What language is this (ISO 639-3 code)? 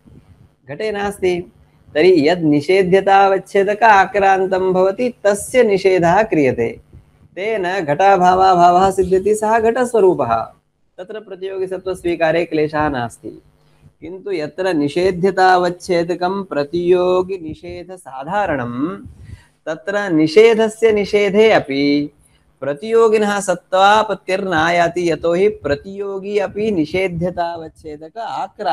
san